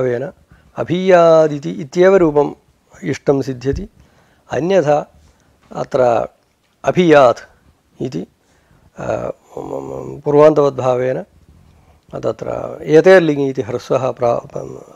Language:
Sanskrit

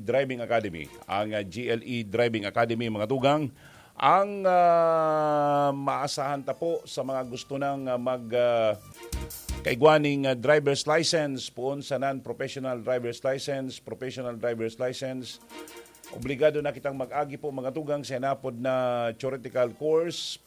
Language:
Bikol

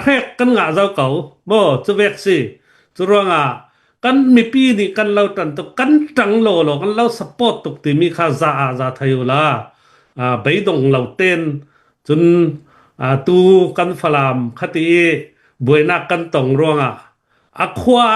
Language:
Hakha Chin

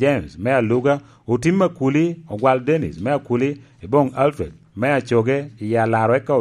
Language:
Lango (Uganda)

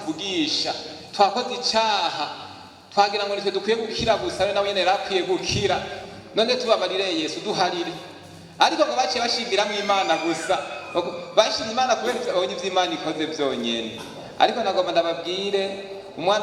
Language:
Rundi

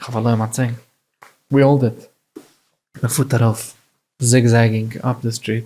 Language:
Yiddish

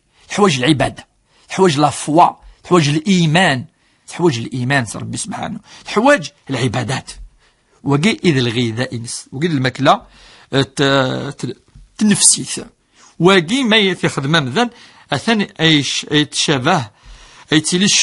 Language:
Kabyle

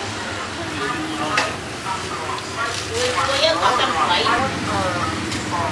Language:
Vietnamese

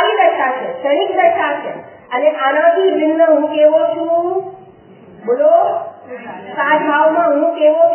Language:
Gujarati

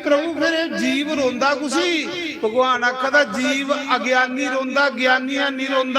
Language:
Dogri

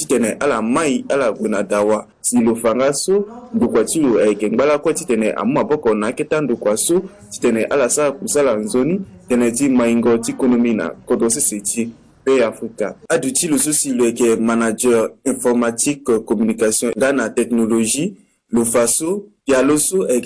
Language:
Sango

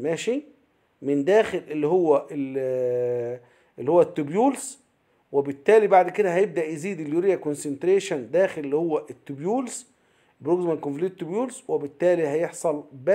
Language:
Egyptian Arabic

